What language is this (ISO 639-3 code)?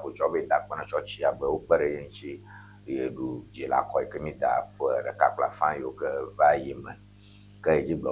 ewe